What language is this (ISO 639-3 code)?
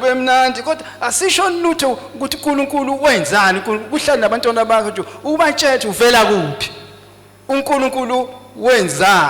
zul